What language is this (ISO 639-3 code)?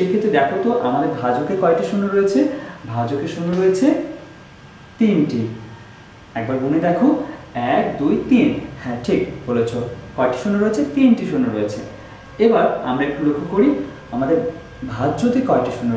ben